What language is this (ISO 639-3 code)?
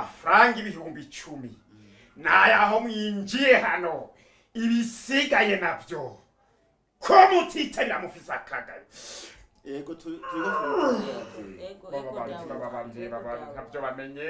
run